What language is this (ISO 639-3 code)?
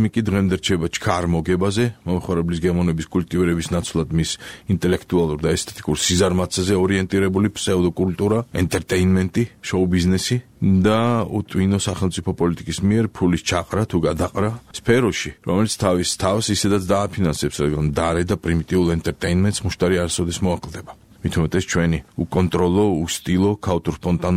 kat